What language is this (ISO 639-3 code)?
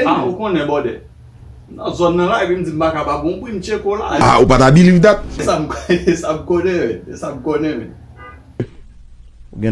hat